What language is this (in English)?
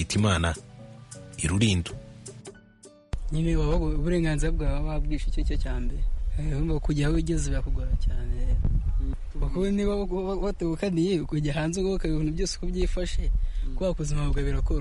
Kinyarwanda